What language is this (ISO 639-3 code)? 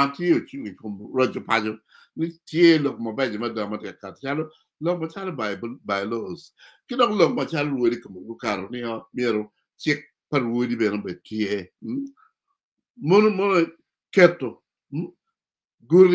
ach